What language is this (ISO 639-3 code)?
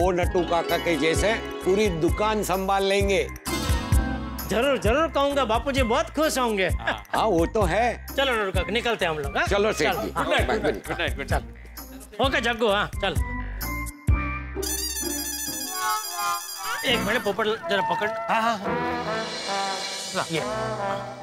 hin